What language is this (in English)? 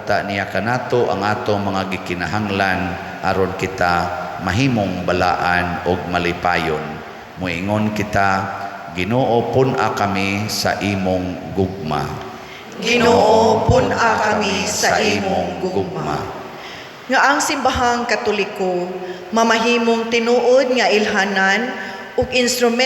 Cebuano